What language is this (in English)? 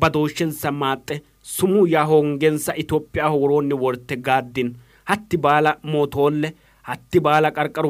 Sidamo